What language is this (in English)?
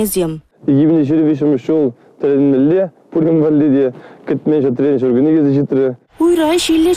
Chuvash